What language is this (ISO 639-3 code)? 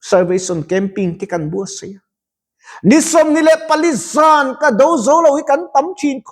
lus